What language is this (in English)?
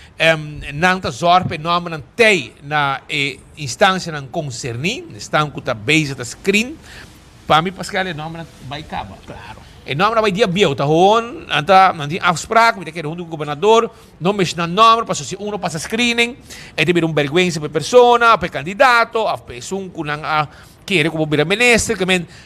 Papiamento